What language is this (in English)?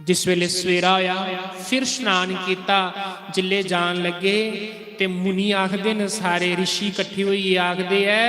Dogri